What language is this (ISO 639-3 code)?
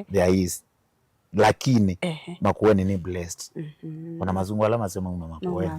kam